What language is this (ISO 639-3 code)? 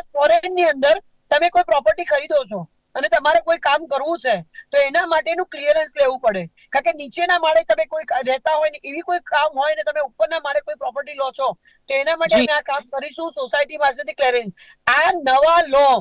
guj